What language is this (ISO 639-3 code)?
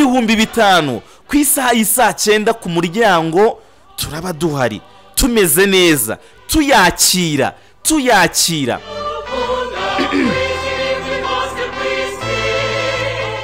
kin